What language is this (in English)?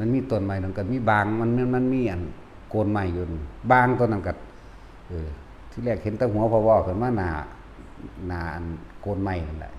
Northeastern Thai